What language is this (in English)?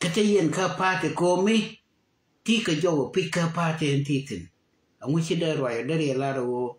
Nuer